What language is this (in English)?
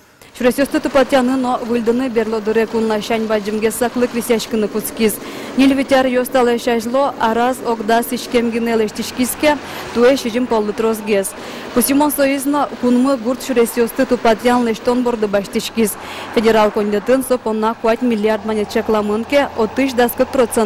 Udmurt